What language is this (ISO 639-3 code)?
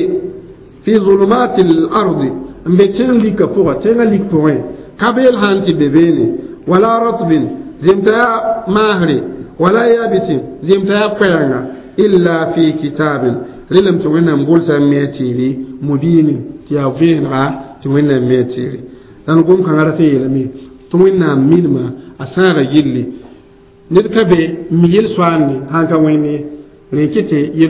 mos